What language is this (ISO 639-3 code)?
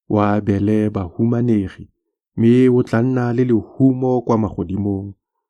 tsn